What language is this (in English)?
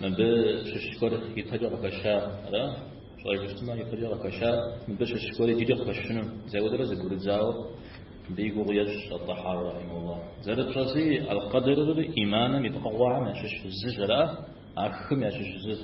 Kabardian